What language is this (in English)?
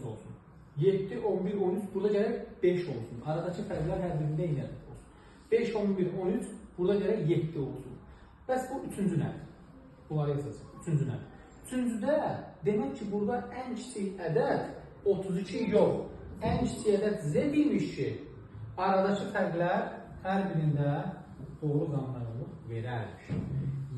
Azerbaijani